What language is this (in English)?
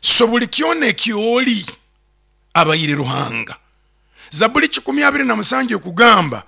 Nyoro